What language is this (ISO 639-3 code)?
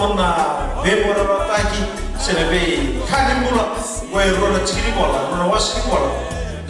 fij